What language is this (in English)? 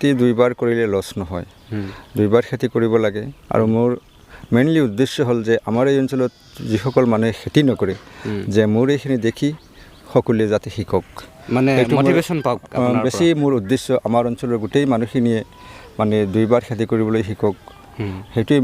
Assamese